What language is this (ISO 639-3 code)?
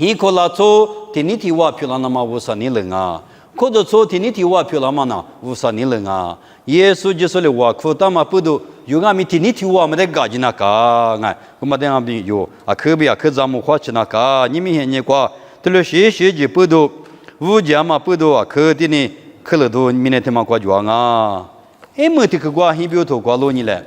lis